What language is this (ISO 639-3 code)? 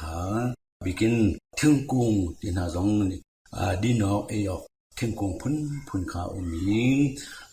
cnh